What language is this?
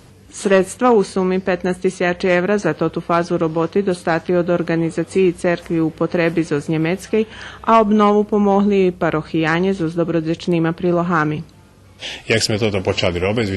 Rusyn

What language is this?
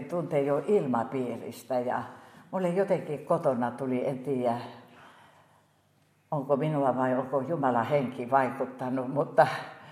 Finnish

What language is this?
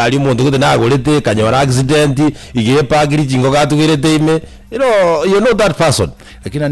Gusii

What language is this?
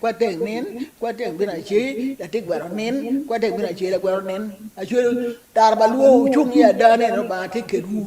Acoli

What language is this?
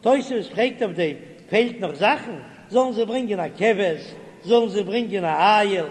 Yiddish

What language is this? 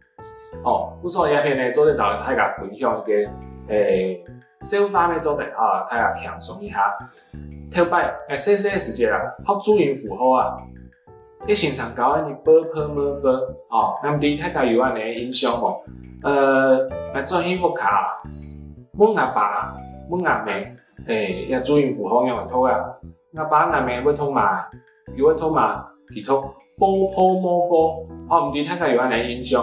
Hakka Chinese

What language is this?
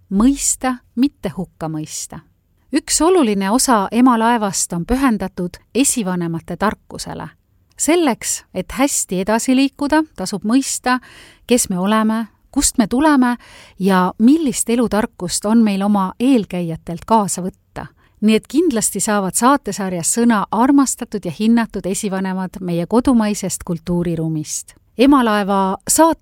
Estonian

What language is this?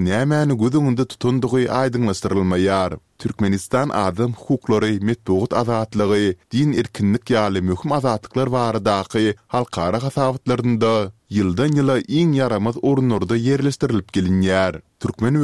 Turkmen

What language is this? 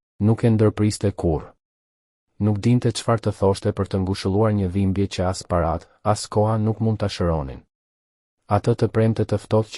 Albanian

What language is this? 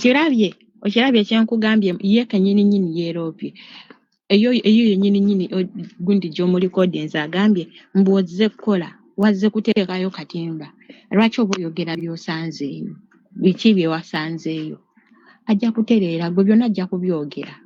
Ganda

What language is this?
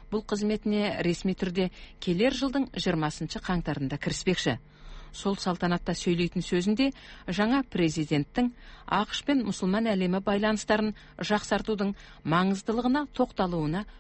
Kazakh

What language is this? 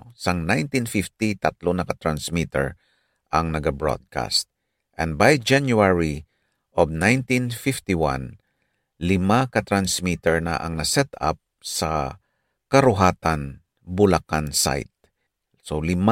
Hiligaynon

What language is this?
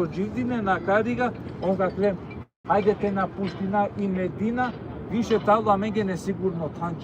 Balkan Romani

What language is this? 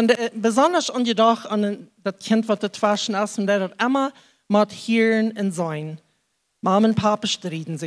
Plautdietsch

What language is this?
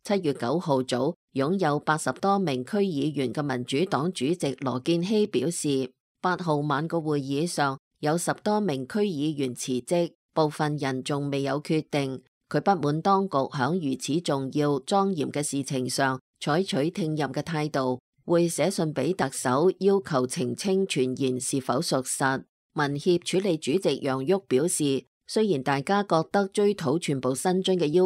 Cantonese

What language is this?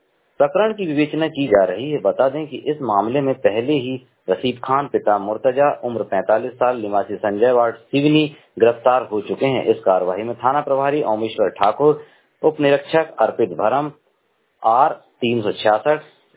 Hindi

